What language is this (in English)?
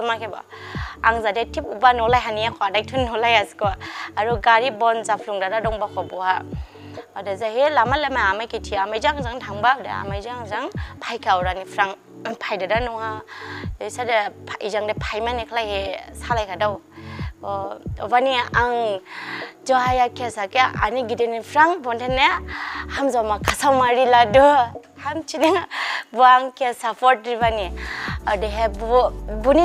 Dimasa